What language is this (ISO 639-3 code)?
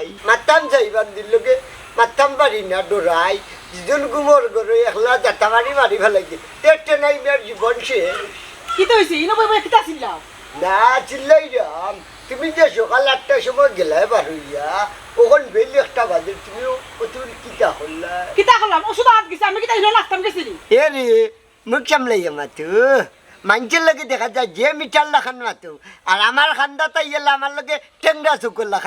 syl